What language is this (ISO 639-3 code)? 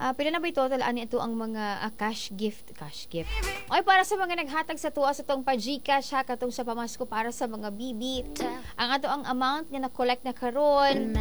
ceb